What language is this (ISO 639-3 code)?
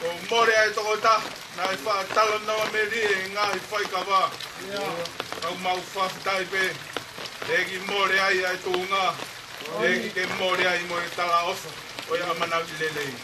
ton